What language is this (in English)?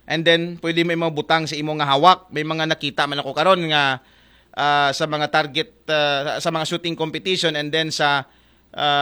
Aklanon